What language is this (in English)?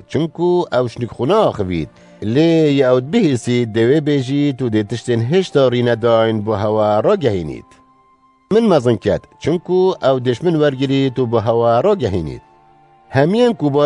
Kurdish